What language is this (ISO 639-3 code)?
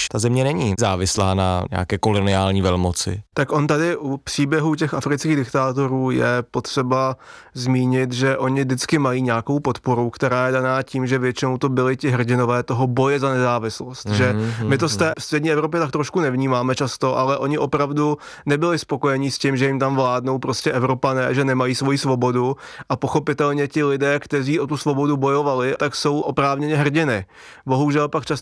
ces